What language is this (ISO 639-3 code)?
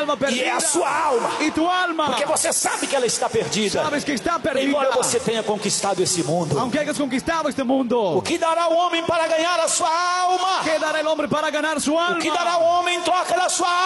por